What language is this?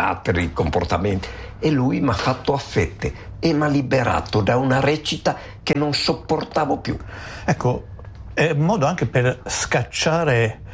Italian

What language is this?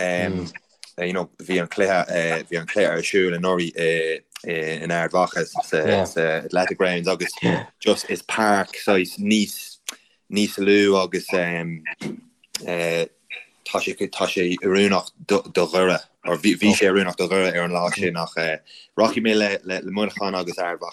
Irish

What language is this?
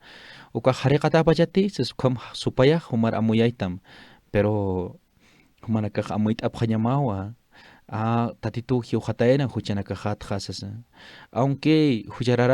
Aymara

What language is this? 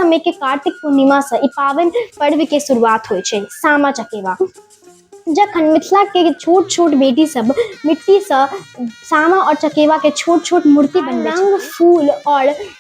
Maithili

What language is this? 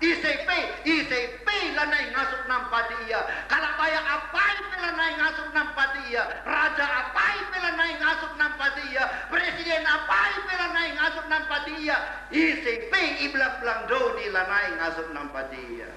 Batak Karo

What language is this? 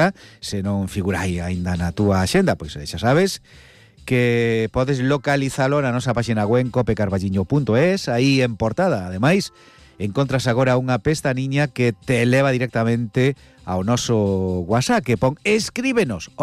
Galician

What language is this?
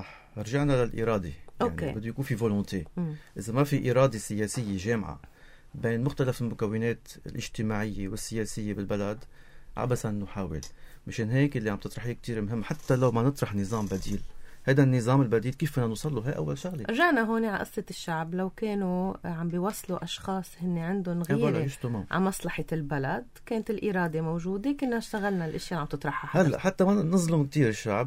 North Levantine Arabic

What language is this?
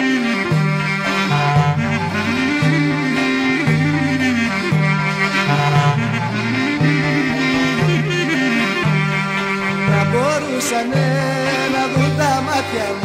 Greek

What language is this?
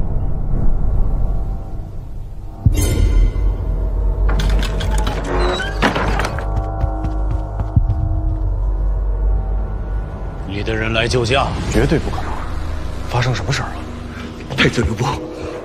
Chinese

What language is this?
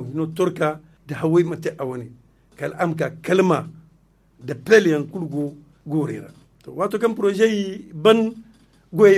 Zarma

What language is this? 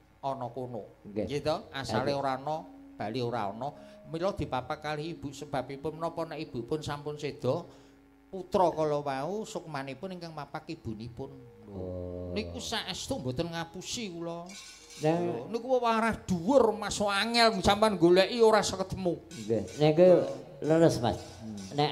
Javanese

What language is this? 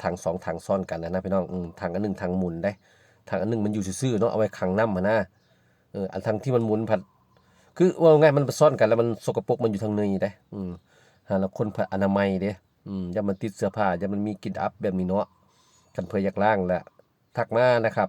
Northeastern Thai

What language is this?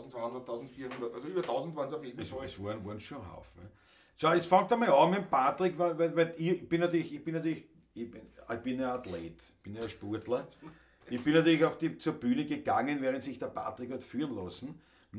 Bavarian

